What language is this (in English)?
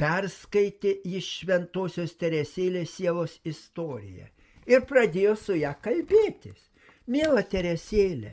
Lithuanian